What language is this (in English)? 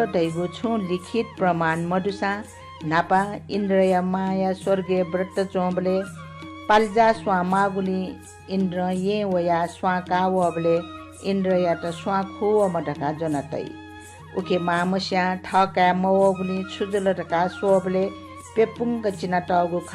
Newari